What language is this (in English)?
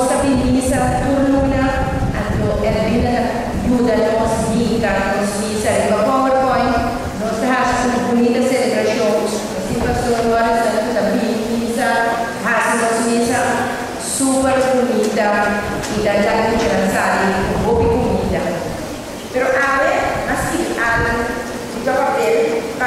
Papiamento